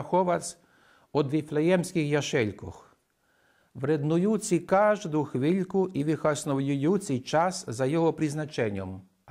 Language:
Rusyn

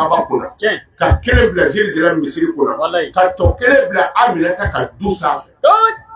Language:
Bambara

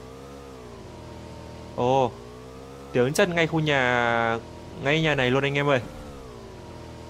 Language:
Vietnamese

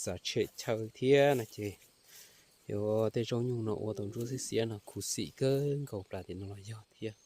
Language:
Hmong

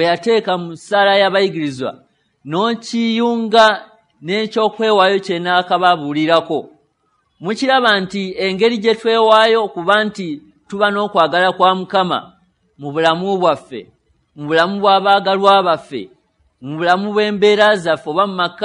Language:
Ganda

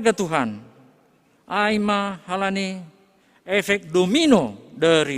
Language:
Batak Simalungun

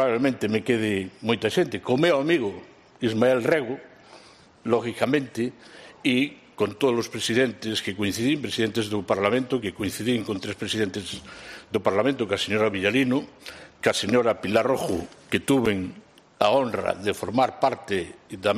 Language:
Galician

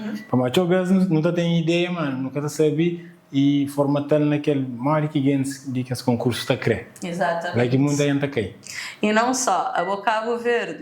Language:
Kabuverdianu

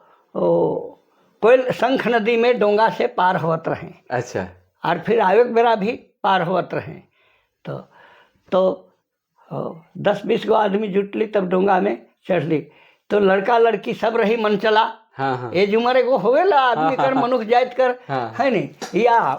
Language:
Sadri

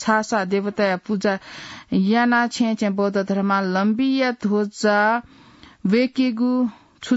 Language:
Newari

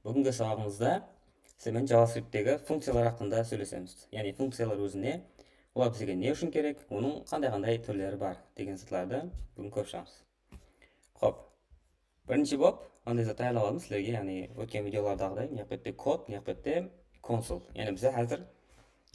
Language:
Kara-Kalpak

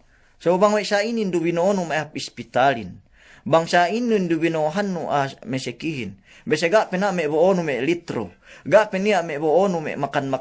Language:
Yakan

